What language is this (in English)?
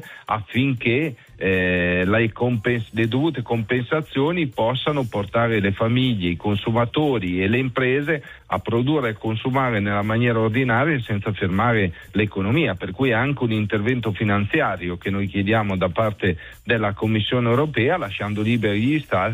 Italian